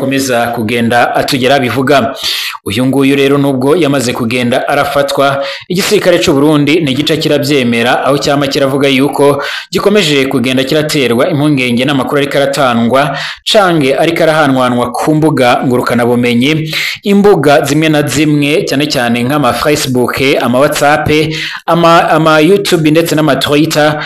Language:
Rundi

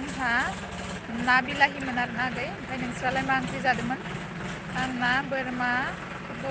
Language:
Bodo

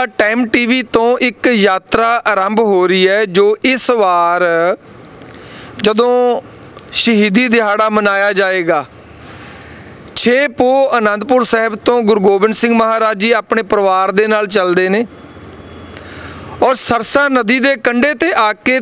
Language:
Punjabi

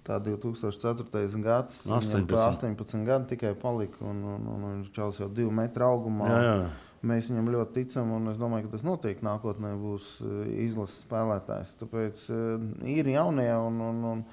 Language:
Latvian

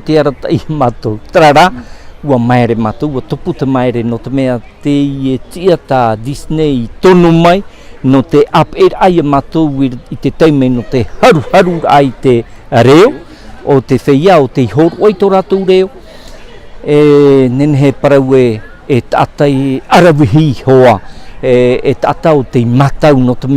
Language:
Tahitian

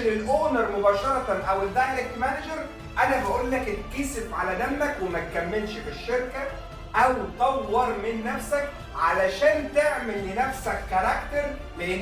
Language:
Egyptian Arabic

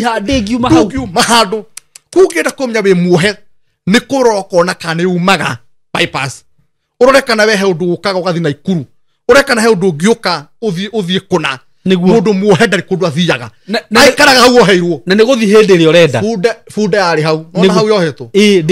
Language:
Kikuyu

